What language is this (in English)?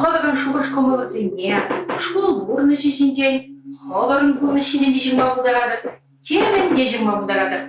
Chuvash